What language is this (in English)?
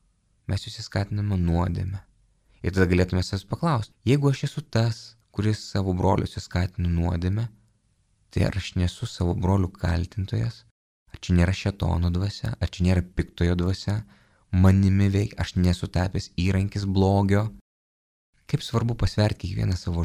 Lithuanian